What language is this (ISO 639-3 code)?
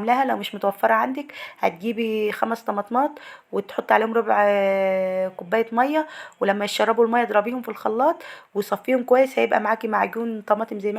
arz